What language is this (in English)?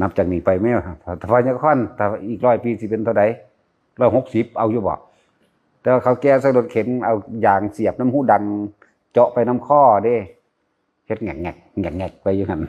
Northeastern Thai